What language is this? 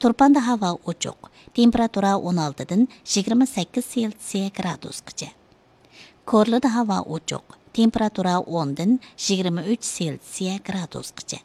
Uyghur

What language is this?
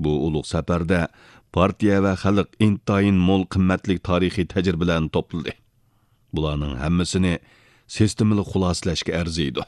Uyghur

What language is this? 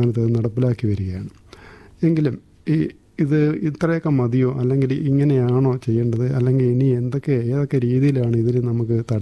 Malayalam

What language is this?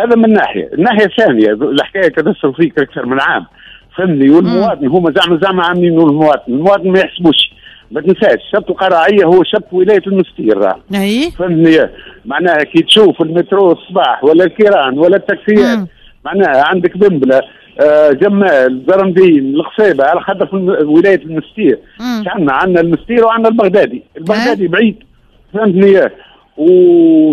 Tunisian Arabic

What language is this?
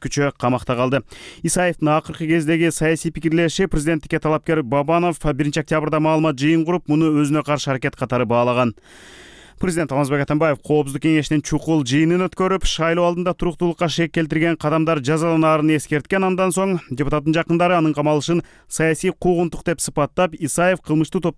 Kyrgyz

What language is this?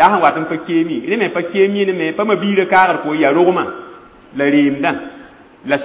Mossi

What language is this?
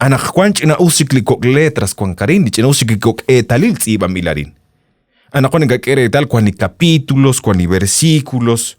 Kekchí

